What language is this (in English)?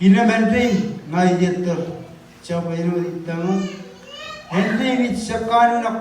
Marshallese